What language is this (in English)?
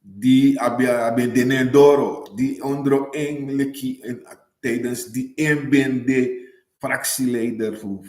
Sranan Tongo